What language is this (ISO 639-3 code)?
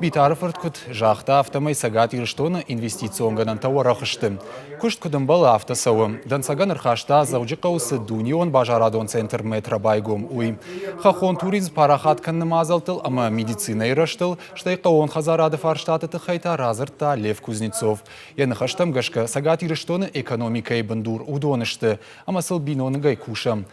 oss